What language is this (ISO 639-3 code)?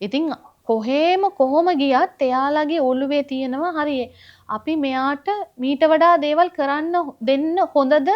sin